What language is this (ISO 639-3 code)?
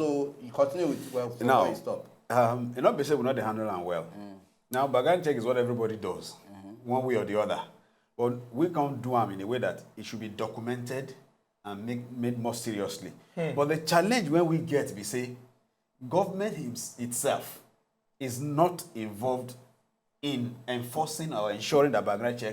pcm